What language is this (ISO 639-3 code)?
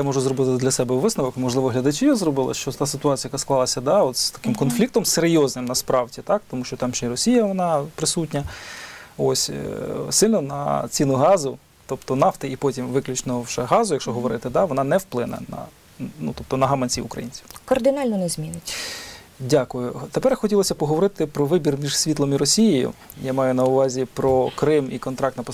ukr